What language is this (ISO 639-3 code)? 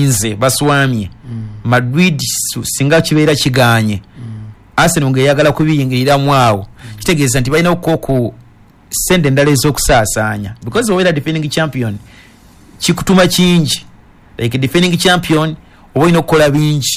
lug